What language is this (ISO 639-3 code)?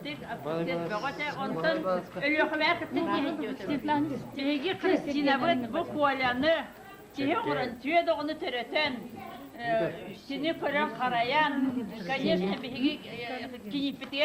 sah